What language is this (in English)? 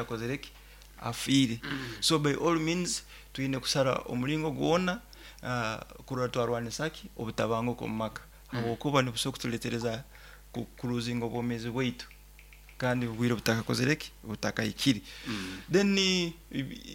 Nyoro